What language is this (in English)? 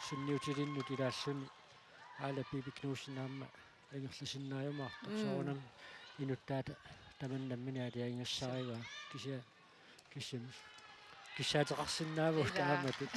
Kalaallisut